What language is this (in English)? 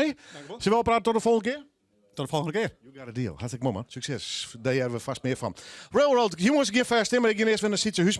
Western Frisian